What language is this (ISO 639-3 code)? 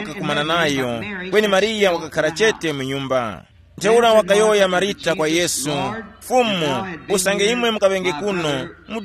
tum